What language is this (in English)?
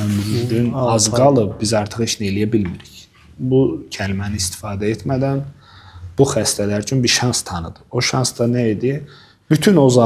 Azerbaijani